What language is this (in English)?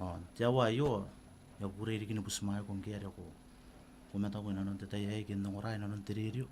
Gilbertese